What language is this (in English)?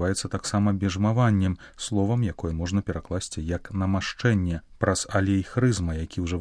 Belarusian